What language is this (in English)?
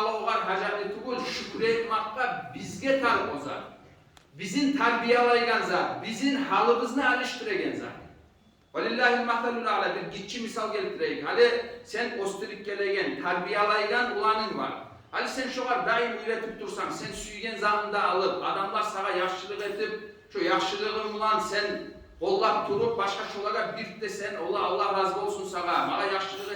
Kumyk